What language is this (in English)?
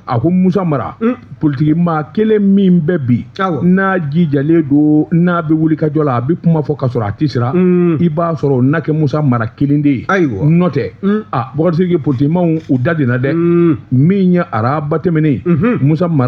Bambara